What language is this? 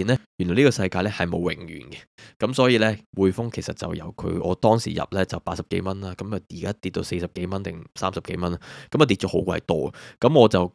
Cantonese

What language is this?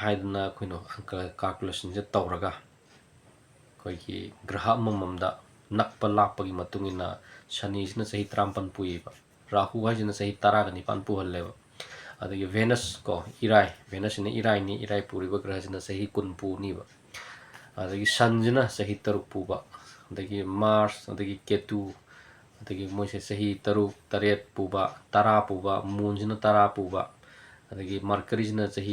Manipuri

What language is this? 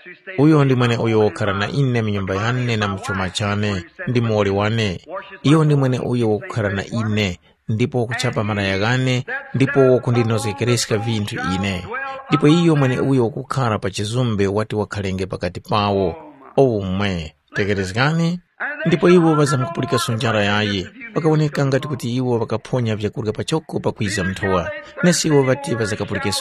Tumbuka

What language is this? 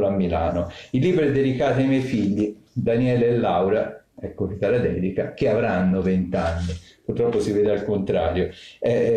Italian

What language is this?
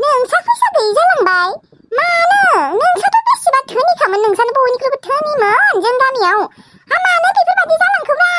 Bodo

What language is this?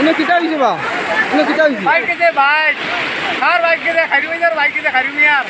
Sylheti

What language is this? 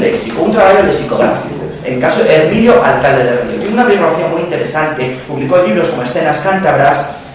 Asturian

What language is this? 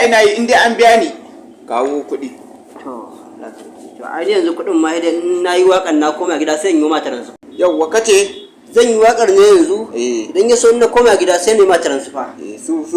Hausa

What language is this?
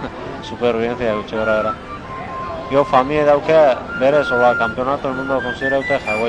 Basque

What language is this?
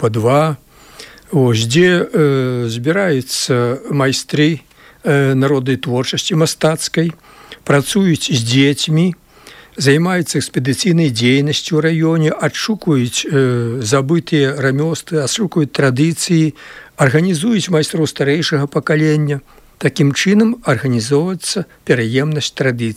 Belarusian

